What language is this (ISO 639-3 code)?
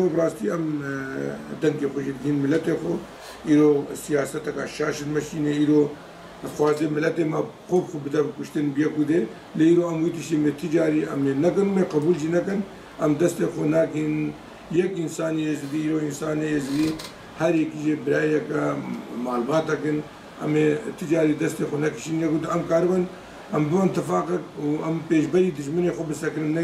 kur